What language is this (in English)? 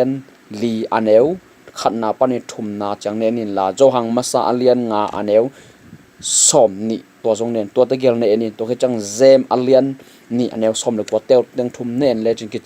Tedim Chin